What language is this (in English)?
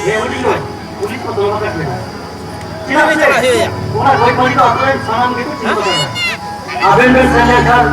Santali